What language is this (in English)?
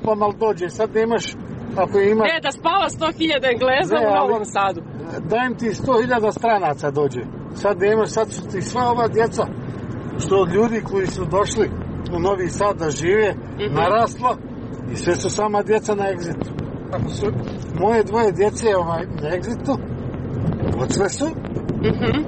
Serbian